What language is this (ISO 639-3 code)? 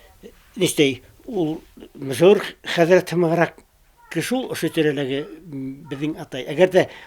bak